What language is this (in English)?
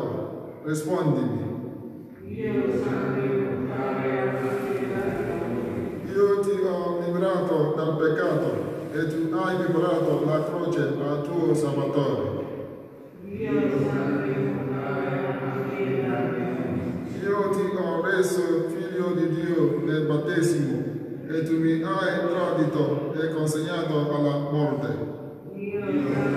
Italian